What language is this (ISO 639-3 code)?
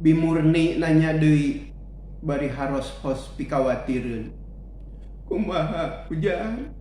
sun